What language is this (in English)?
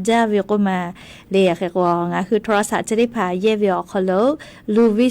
Lahu